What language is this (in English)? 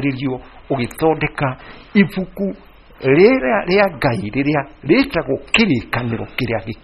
Kikuyu